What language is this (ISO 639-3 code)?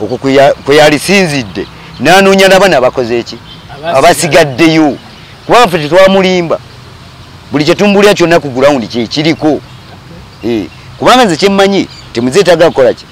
lug